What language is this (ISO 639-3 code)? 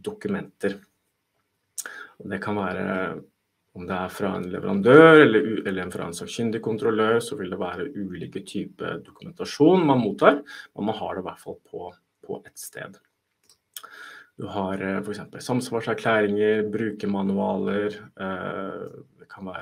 nor